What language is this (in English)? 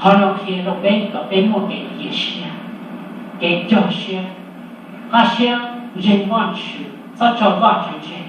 Hmong